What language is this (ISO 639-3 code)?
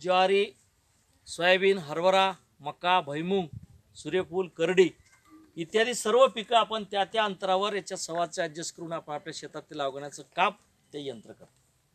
mar